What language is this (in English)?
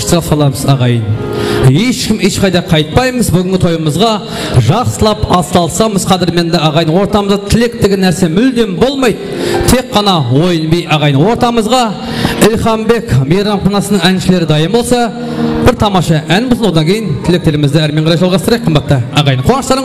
Kara-Kalpak